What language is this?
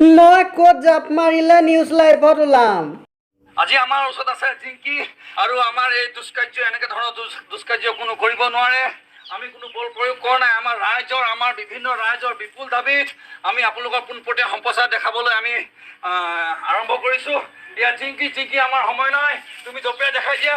Assamese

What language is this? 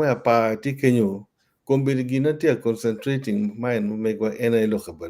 Acoli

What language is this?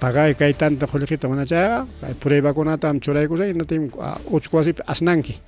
Ayacucho Quechua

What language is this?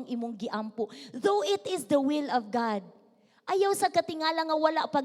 Cebuano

